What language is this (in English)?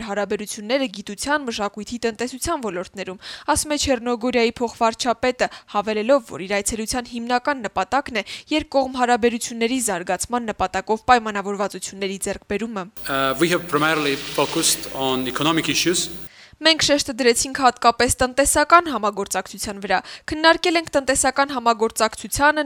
Armenian